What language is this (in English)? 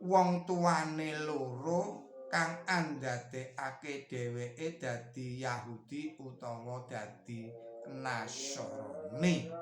Javanese